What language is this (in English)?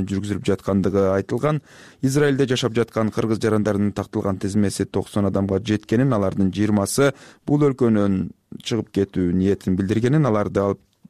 Kyrgyz